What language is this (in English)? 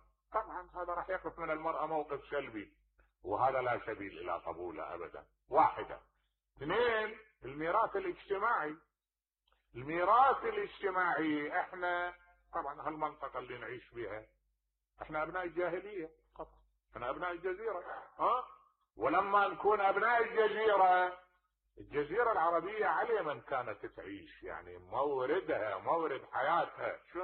Mesopotamian Arabic